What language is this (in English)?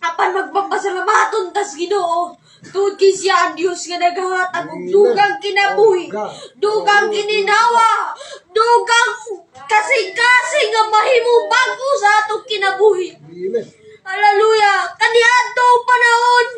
Cebuano